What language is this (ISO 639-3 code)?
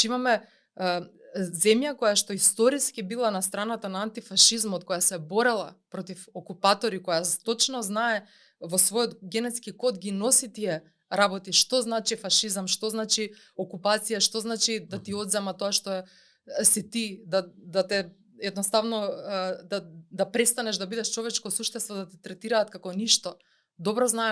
mkd